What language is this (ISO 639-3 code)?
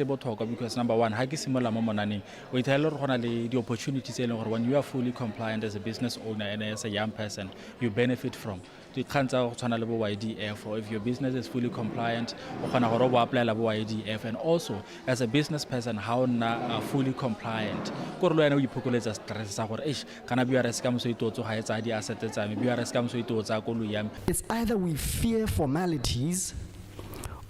tsn